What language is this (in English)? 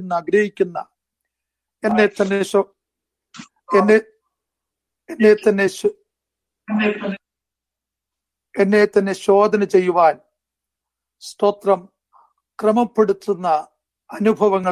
Malayalam